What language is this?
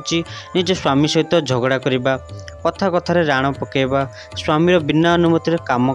Odia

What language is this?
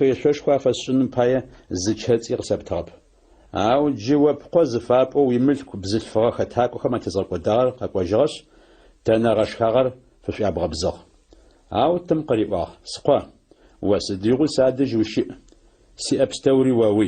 Adyghe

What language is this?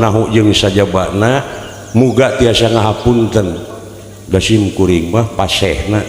Sundanese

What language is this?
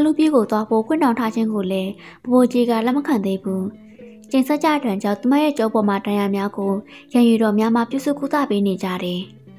Burmese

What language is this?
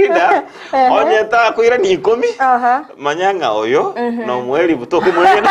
Gusii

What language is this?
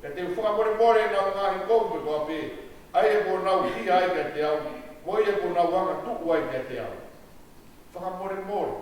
Tongan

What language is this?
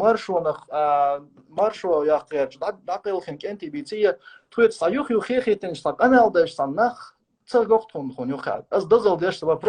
Chechen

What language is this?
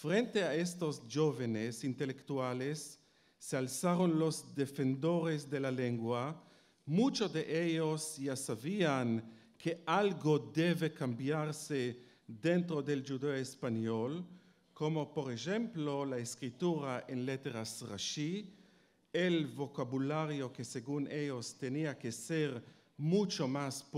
Ladino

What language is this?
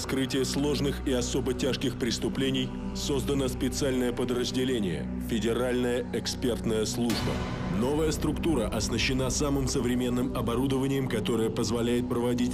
Russian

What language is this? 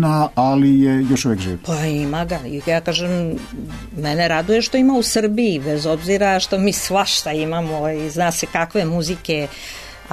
Serbian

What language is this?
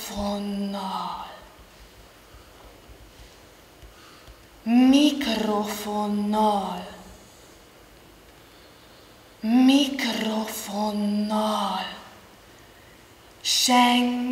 Hungarian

